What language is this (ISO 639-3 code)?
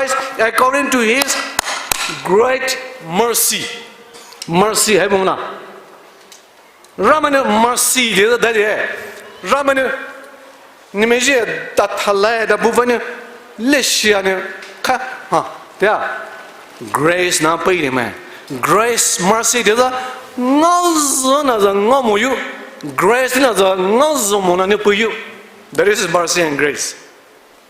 pmx